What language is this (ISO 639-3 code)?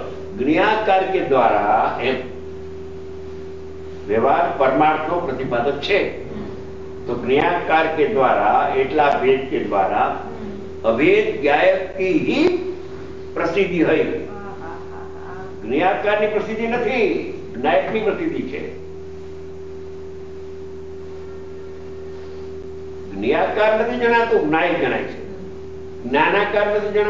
guj